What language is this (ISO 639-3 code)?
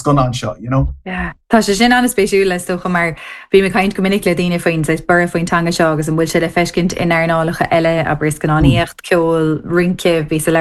gle